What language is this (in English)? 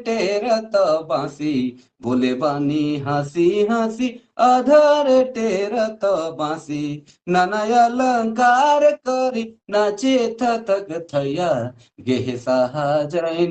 Sadri